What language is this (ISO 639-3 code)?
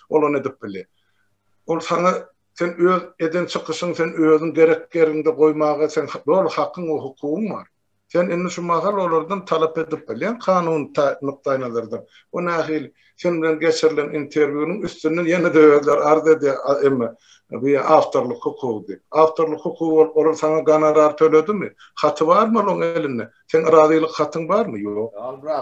tuk